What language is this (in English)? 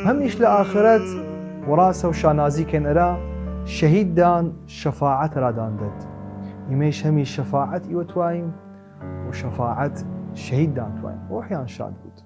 Southern Kurdish